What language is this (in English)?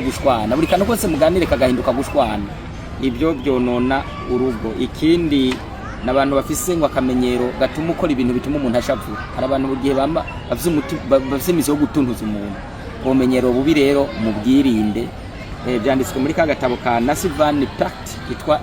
Rundi